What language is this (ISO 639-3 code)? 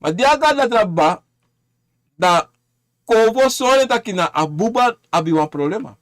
srn